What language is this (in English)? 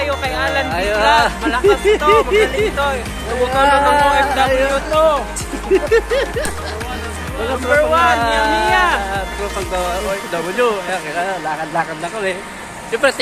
Filipino